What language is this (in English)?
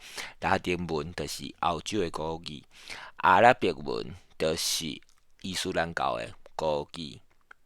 Min Nan Chinese